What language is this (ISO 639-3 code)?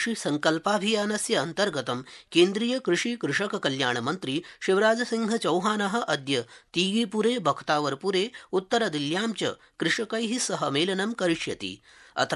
san